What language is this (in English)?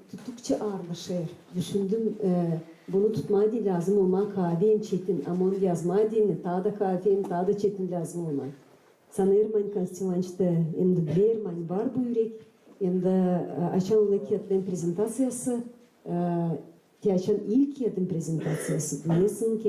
Gagauz